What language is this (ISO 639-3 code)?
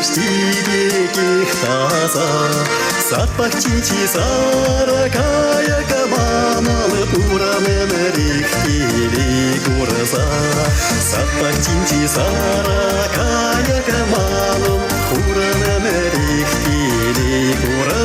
chv